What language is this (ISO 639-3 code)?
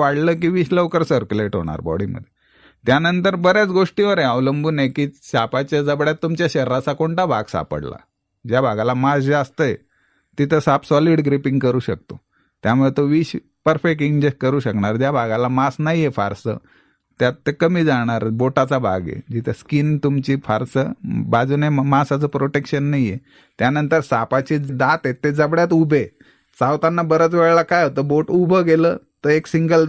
mar